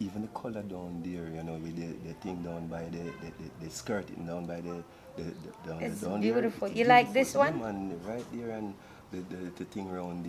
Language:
Jamaican Creole English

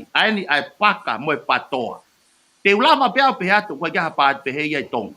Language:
Tongan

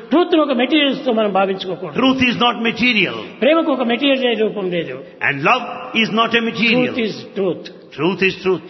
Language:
Telugu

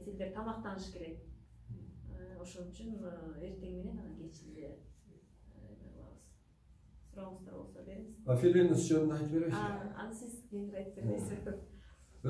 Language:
Kyrgyz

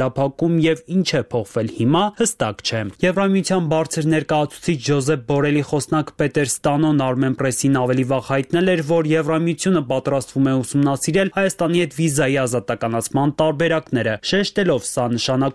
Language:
Armenian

